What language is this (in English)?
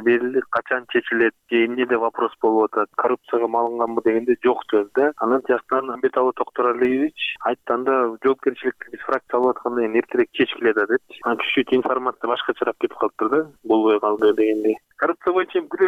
Kyrgyz